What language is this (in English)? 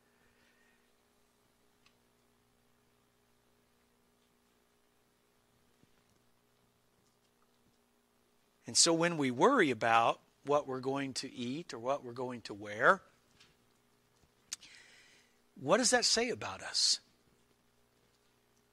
English